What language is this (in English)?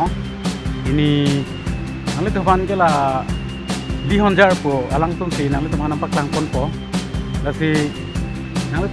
Karbi